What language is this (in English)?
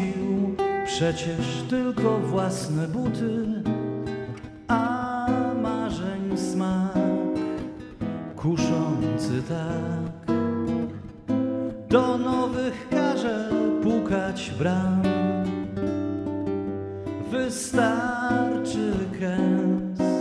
Polish